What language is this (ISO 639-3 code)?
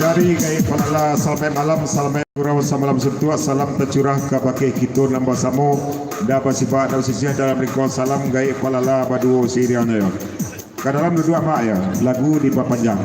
min